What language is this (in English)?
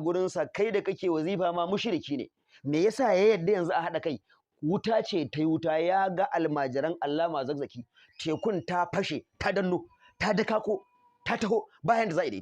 Hausa